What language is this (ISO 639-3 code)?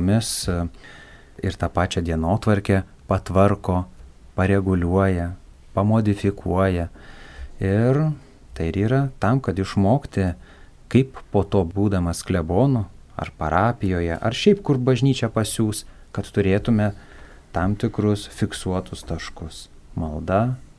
lit